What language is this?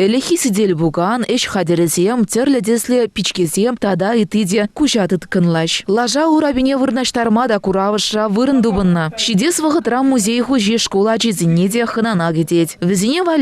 Chuvash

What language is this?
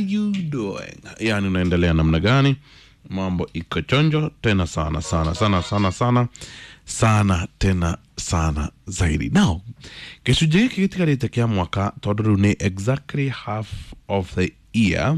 Kikuyu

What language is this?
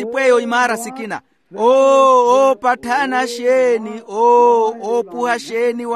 Makhuwa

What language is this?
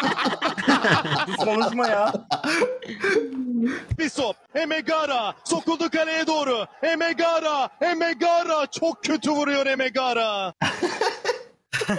Turkish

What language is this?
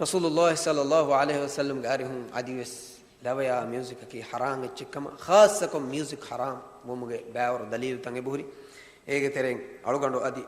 Divehi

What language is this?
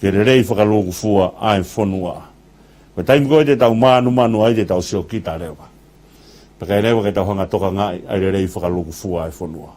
Tongan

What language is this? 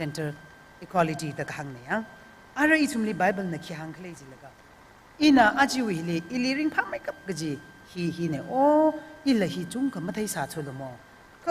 Tangkhul Naga (India)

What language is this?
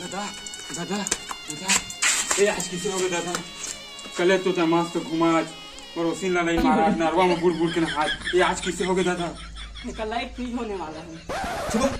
Chhattisgarhi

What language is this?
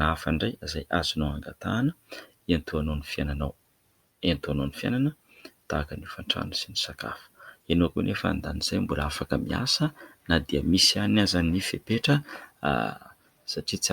Malagasy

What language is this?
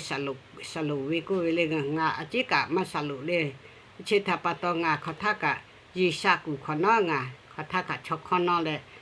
Lahu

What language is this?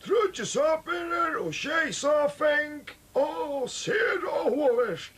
Faroese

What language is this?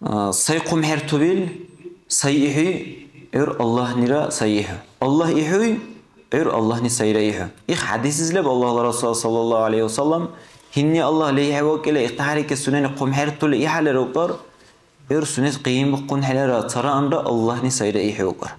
Dargwa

